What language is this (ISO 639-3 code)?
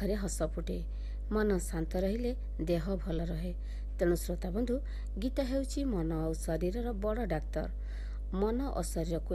ori